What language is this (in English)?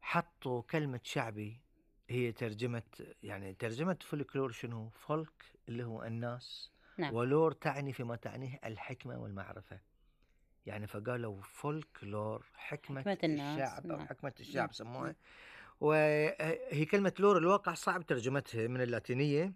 Gulf Arabic